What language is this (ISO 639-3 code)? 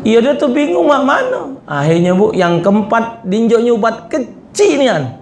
mui